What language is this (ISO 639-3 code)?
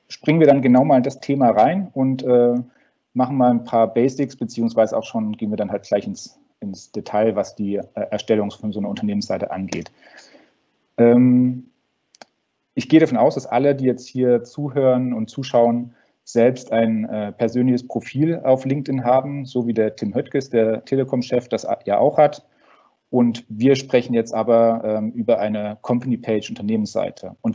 deu